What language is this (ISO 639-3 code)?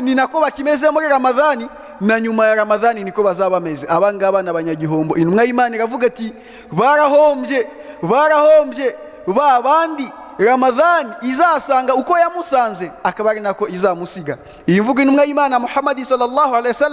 kin